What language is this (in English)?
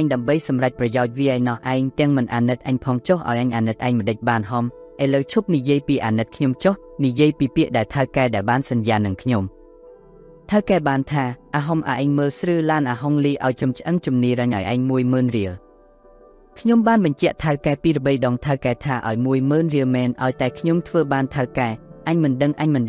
Khmer